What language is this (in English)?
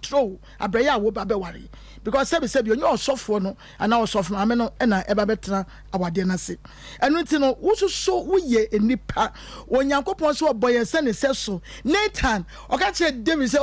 Akan